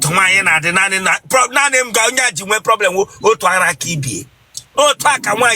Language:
Igbo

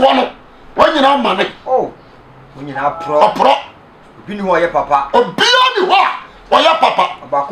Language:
Akan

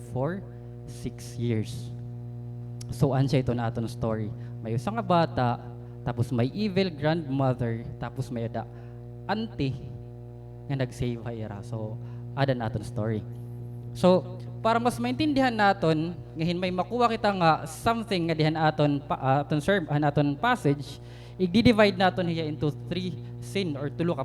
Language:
Waray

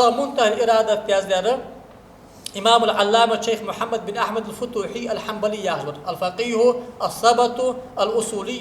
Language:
Ingush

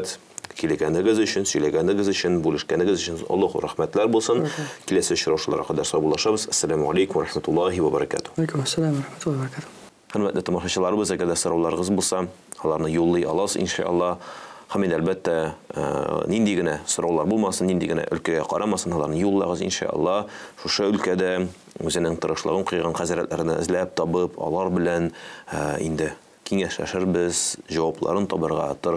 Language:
Tatar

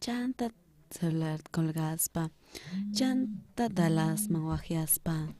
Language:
South Bolivian Quechua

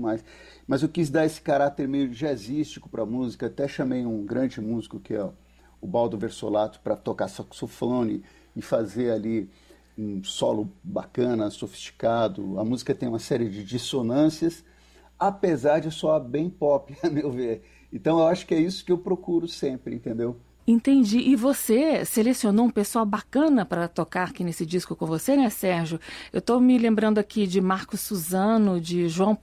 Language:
Portuguese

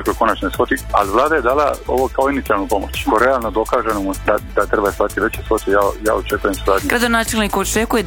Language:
Croatian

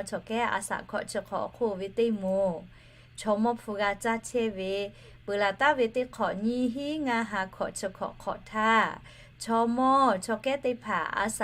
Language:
Lahu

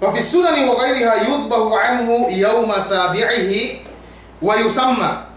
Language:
Yakan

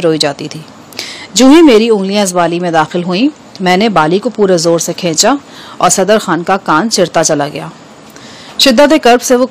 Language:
Urdu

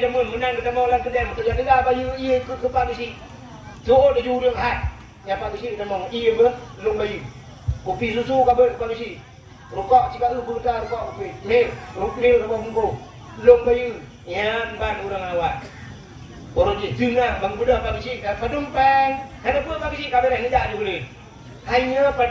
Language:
Achinese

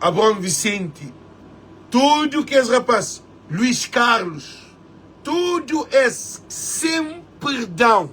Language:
Kabuverdianu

